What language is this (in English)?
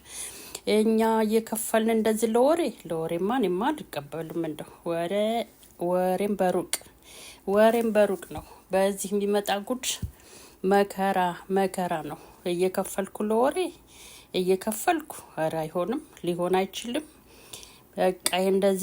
Amharic